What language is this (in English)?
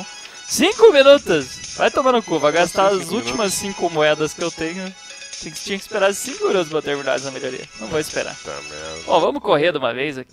Portuguese